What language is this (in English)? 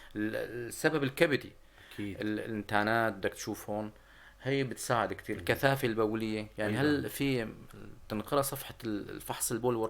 North Levantine Arabic